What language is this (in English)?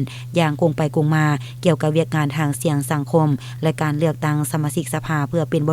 Lao